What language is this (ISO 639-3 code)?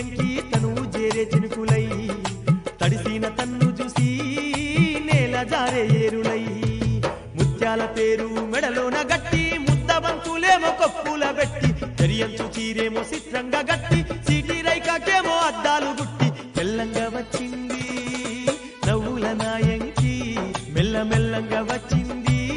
tel